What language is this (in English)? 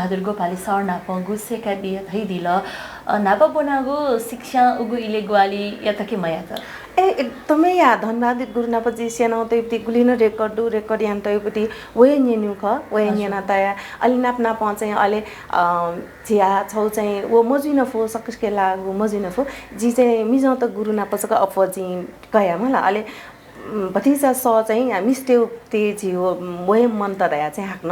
Newari